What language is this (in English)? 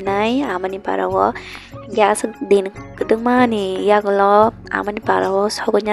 Kok Borok